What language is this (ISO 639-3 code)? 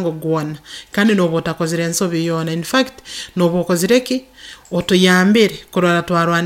nyo